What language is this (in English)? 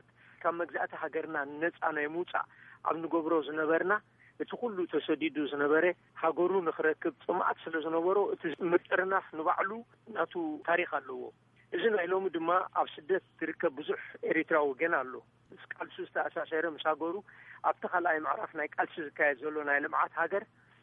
Tigrinya